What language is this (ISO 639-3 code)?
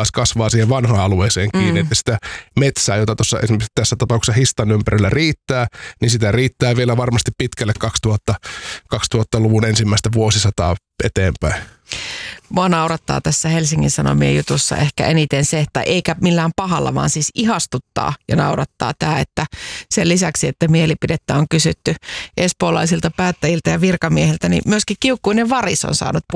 fin